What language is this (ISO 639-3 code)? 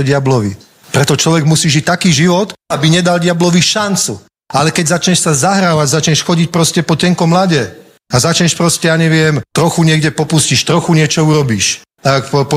slk